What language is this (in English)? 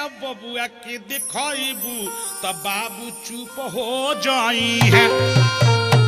Bhojpuri